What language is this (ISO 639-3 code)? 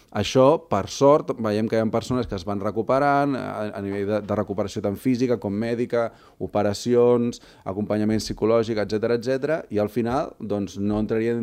cat